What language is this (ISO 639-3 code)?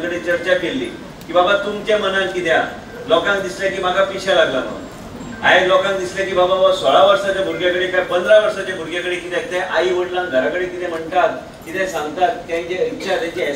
kok